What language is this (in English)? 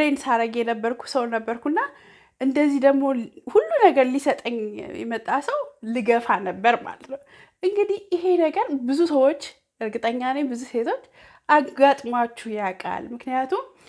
Amharic